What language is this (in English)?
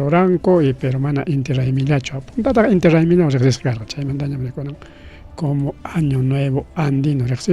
Ayacucho Quechua